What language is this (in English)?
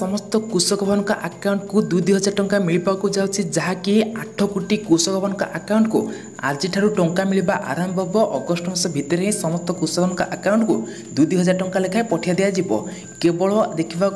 Odia